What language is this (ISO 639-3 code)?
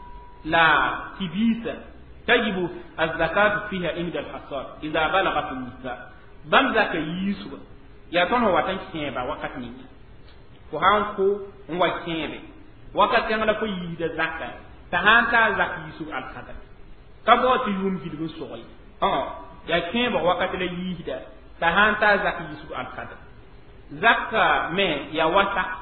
mos